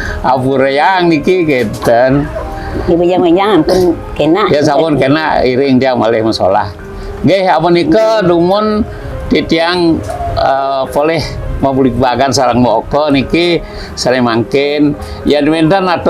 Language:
Balinese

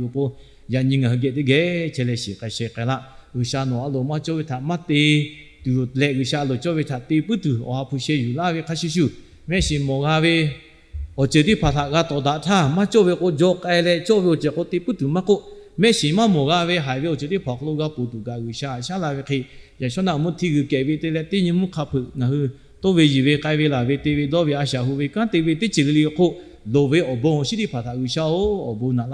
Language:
Lahu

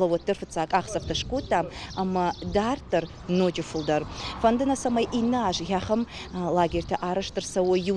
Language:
Ossetic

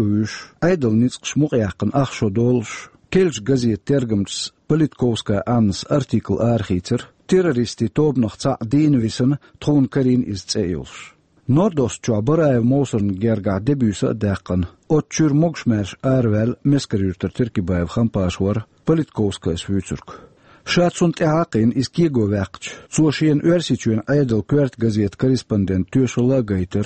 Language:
Chechen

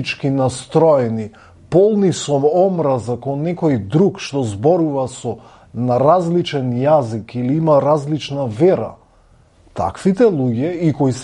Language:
Macedonian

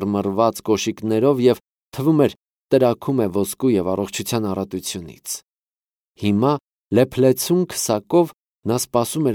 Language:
Armenian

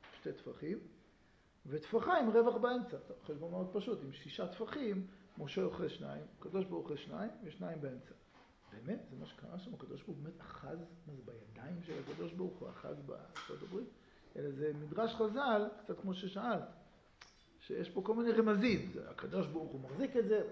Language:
Hebrew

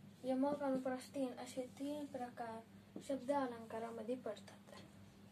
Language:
Marathi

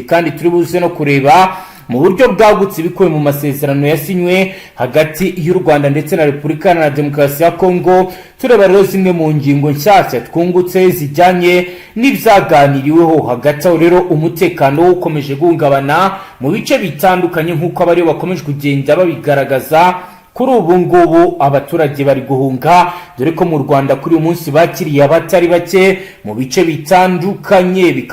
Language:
Kinyarwanda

